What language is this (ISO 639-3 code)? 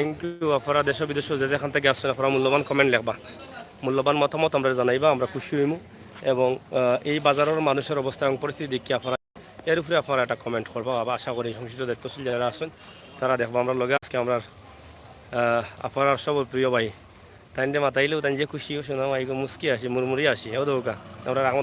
syl